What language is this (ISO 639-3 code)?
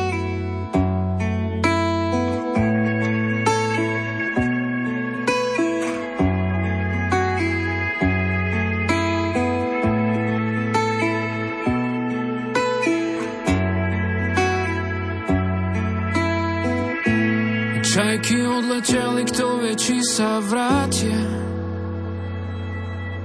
slk